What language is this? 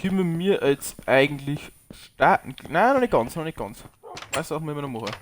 Bavarian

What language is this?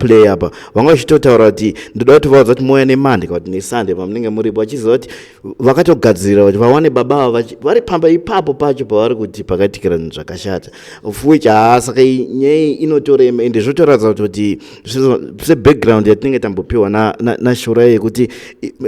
Shona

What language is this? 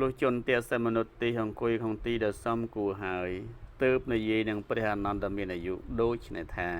Khmer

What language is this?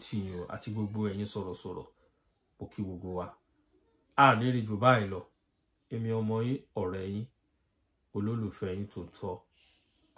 Yoruba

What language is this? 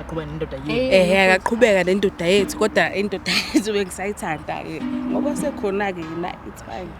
Zulu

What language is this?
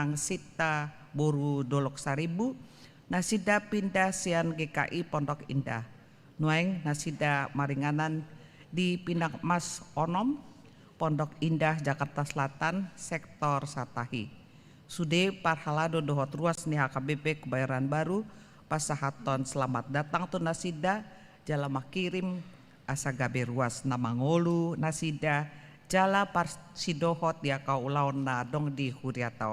Batak Toba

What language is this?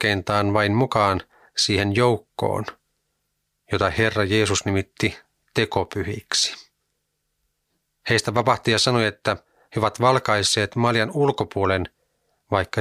Finnish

